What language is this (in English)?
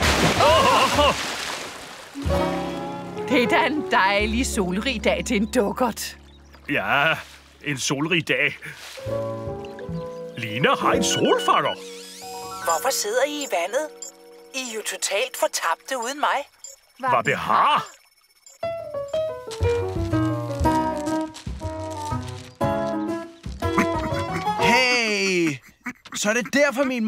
Danish